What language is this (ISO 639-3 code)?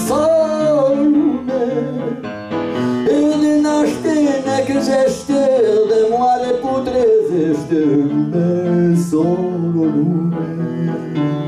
rus